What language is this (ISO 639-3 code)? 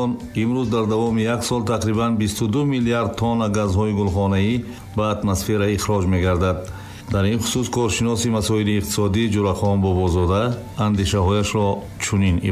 tgk